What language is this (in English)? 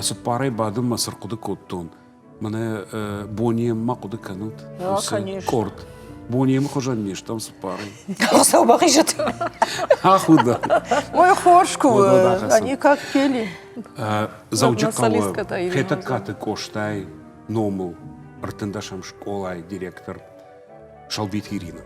Ossetic